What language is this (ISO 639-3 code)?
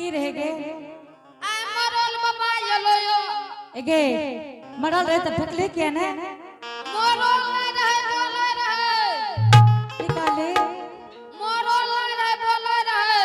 anp